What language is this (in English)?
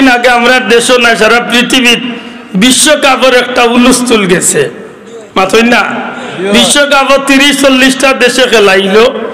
Sylheti